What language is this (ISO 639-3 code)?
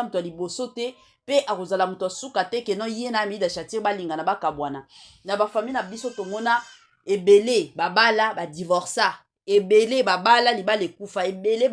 lin